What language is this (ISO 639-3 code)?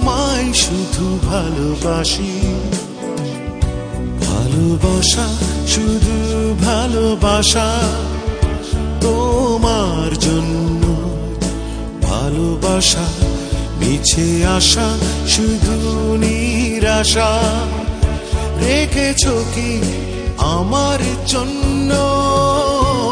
ben